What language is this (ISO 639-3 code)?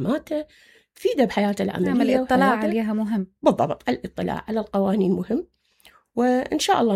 acm